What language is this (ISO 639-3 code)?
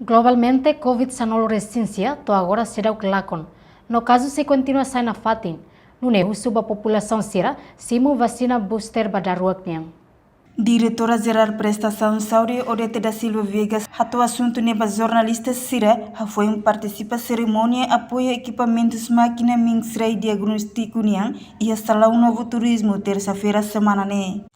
tet